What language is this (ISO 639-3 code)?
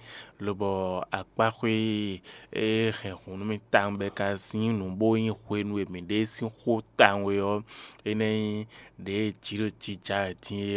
fon